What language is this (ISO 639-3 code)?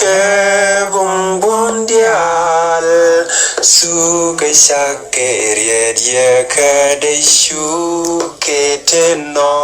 nus